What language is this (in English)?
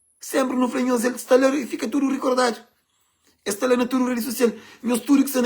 Kabuverdianu